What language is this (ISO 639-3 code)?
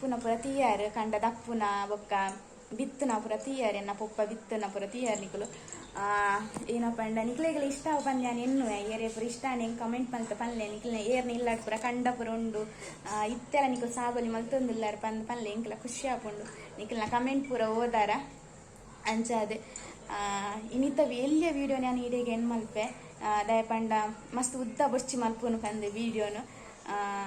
tcy